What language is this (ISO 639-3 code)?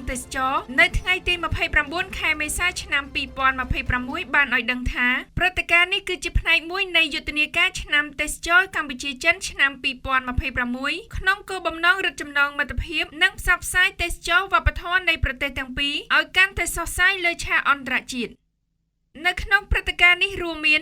khm